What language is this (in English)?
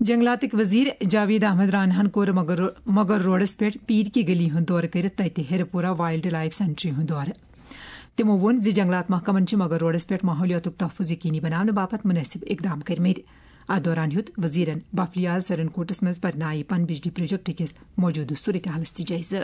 Kashmiri